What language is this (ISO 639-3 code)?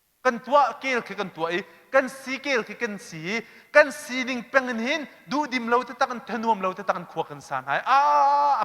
cnh